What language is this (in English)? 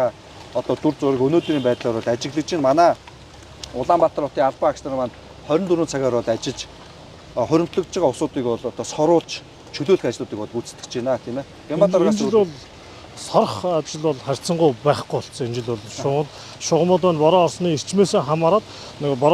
Mongolian